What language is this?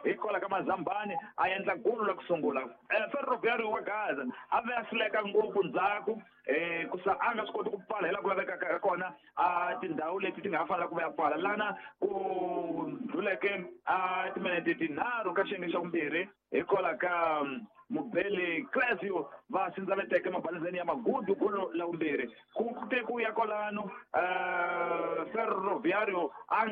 Tsonga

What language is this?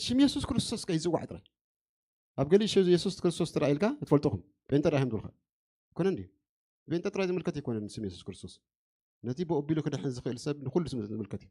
Tigrinya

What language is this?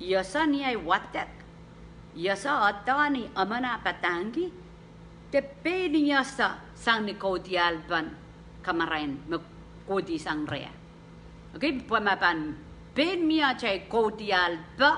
Pohnpeian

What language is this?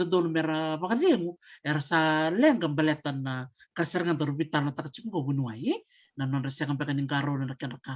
Fijian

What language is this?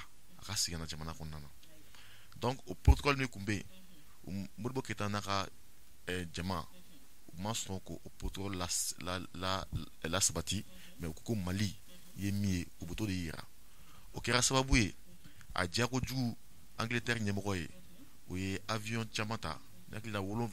Bambara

